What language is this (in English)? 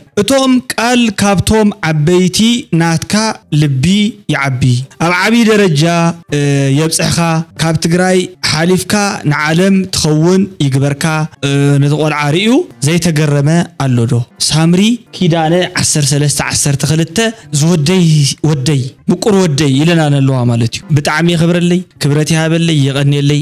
Tigrinya